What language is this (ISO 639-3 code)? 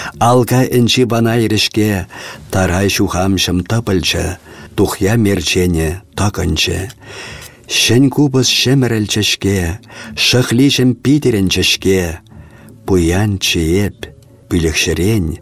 chv